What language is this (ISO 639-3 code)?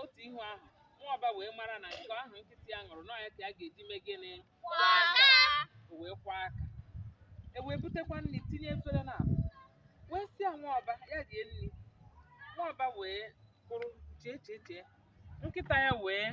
ibo